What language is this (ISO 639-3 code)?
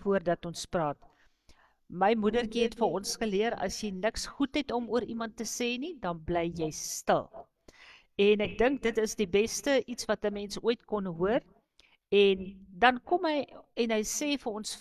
afr